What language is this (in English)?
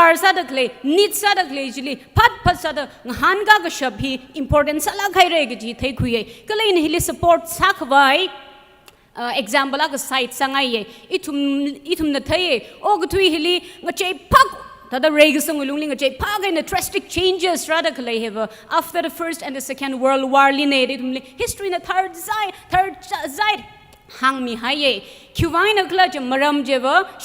Tangkhul Naga (India)